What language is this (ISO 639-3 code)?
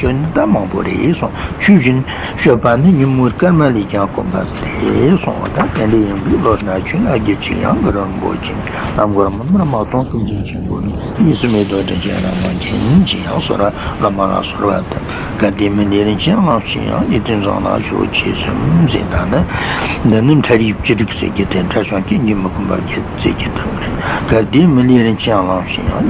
bod